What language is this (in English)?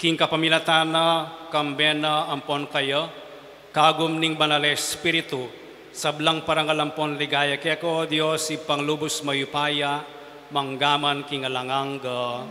Pampanga